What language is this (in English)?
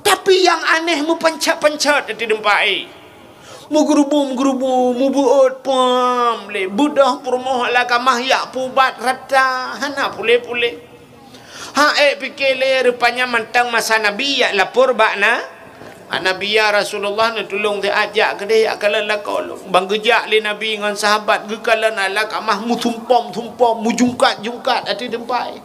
Achinese